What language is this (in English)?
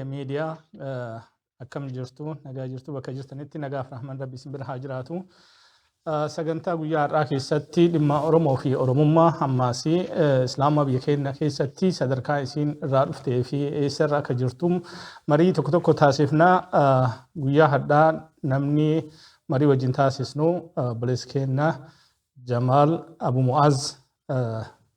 Oromo